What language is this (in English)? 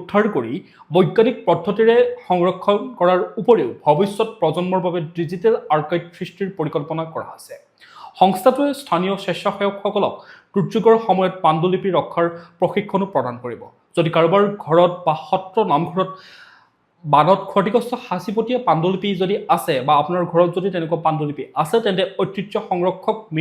Assamese